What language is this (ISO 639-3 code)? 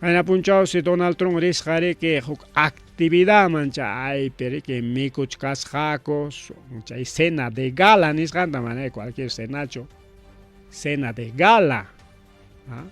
quy